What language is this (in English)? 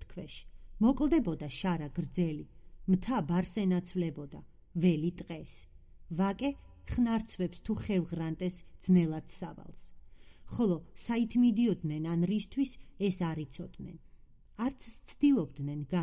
Georgian